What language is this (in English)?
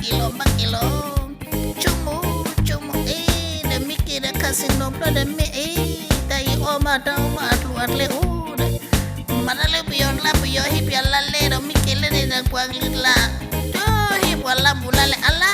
S'gaw Karen